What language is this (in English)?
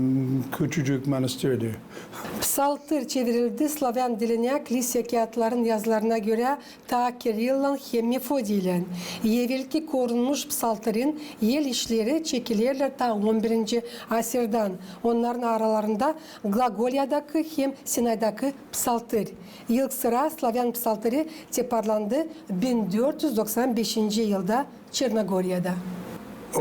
Gagauz